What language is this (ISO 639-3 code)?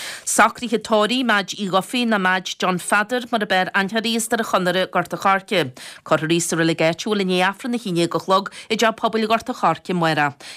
gle